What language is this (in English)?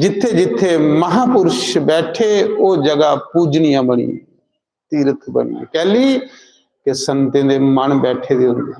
Dogri